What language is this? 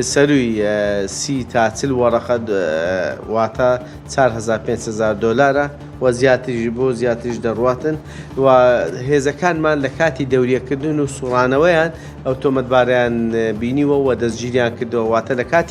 Central Kurdish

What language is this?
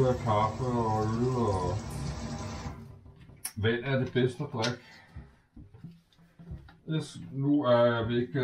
Danish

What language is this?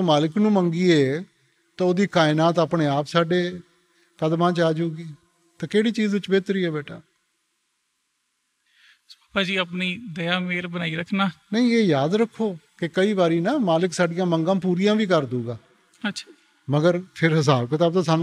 Punjabi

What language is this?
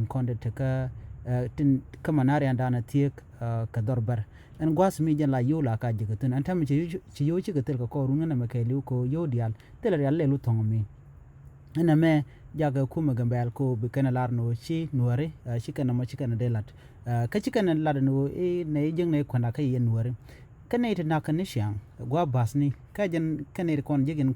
Nuer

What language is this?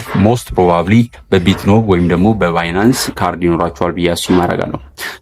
Amharic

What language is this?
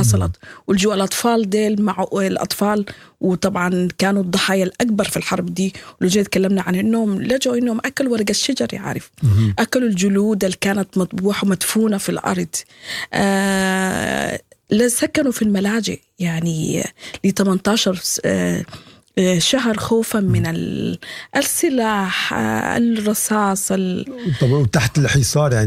Sudanese Arabic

